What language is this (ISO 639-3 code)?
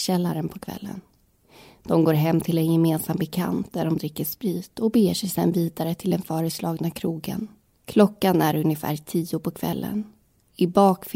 swe